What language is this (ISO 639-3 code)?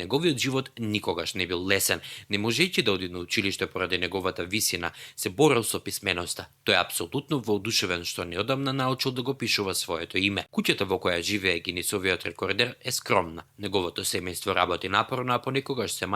mkd